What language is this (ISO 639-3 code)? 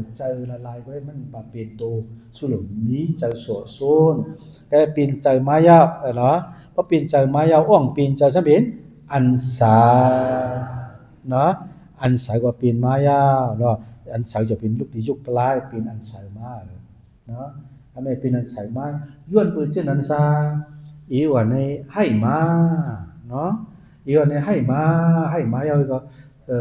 shn